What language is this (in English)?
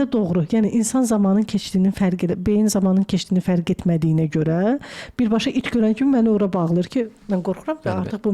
Azerbaijani